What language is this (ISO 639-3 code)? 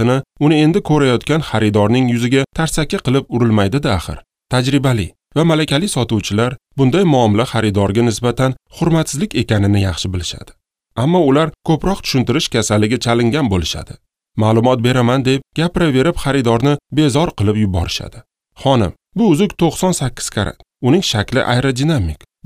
uzb